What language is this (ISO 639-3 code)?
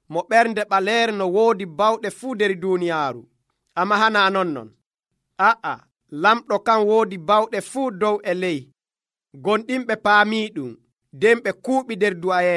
fuv